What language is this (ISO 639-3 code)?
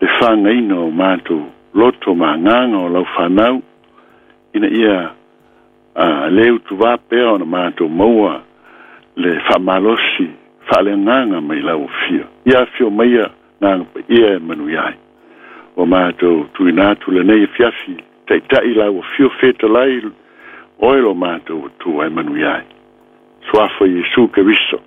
smo